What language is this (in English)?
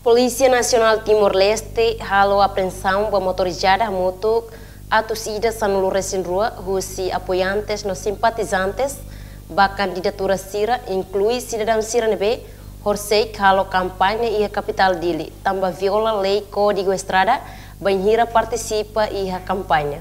Tetum